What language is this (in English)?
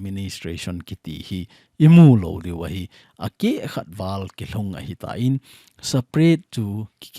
Thado Chin